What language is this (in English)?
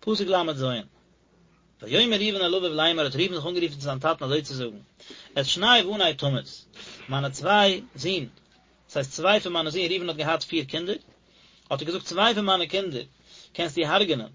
Yiddish